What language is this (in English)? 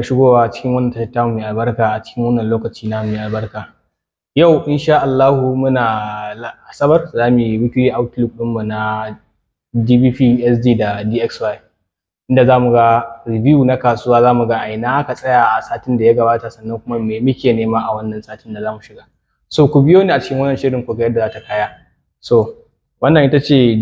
Hausa